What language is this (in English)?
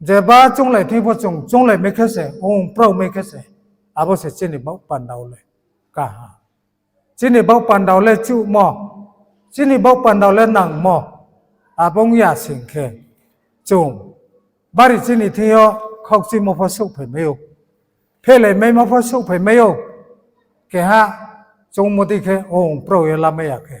Riang (India)